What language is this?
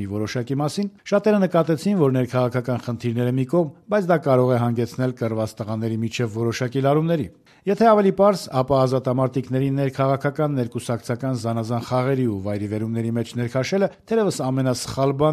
Armenian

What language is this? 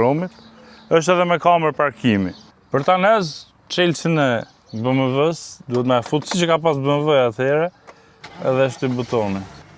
Albanian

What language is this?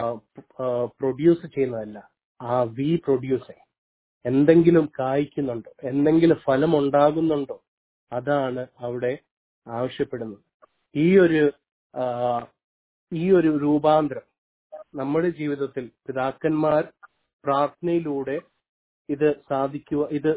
Malayalam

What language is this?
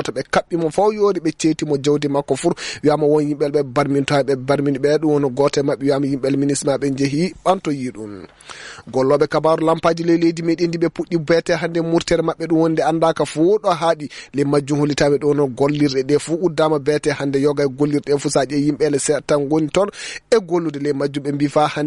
Fula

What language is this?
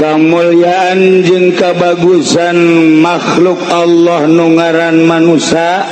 Sundanese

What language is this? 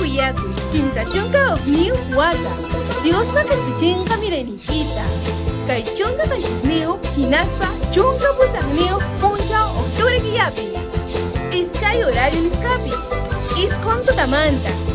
Ayacucho Quechua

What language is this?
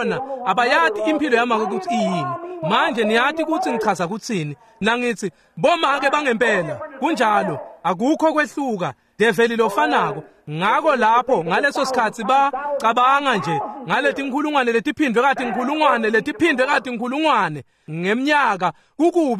Swati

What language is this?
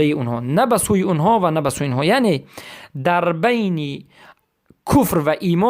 Persian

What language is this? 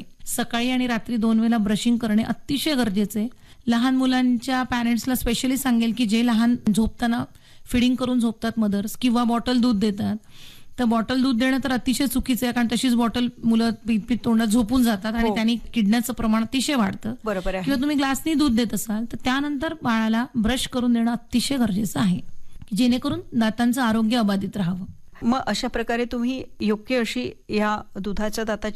Marathi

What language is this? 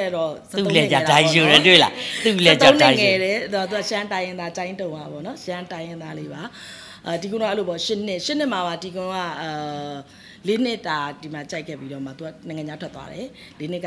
Burmese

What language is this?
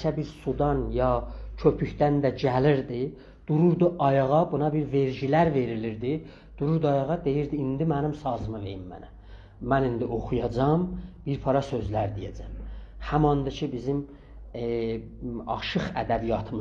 South Azerbaijani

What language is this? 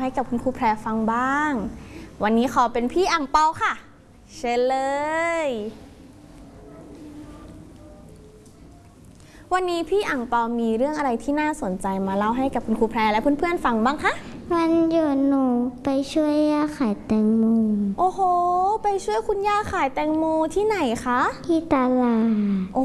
Thai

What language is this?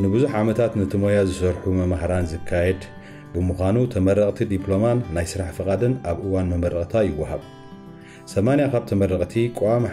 Tigrinya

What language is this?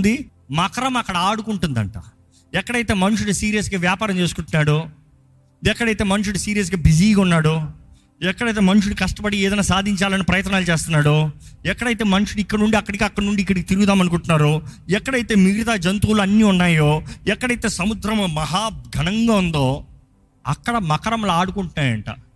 Telugu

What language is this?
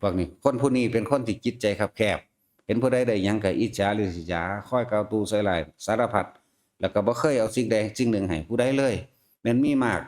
Northeastern Thai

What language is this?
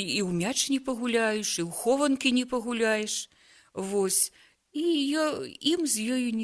Belarusian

